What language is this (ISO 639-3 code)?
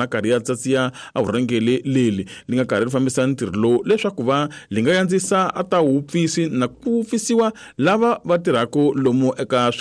tso